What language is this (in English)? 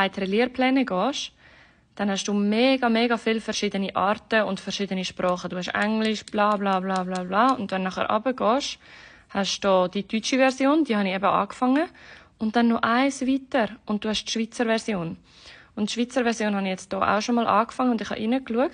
Swiss German